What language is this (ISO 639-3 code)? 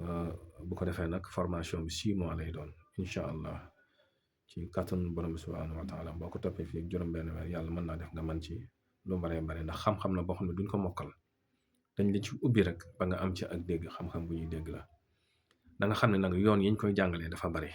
wol